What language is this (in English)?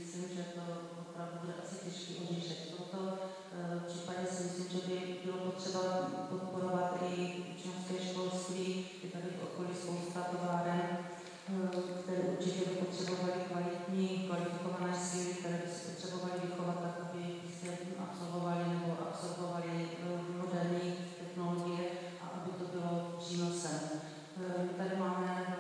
Czech